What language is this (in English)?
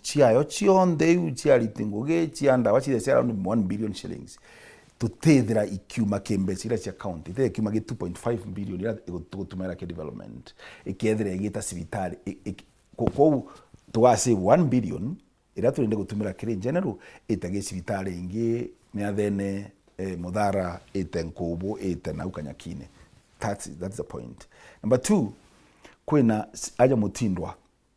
Meru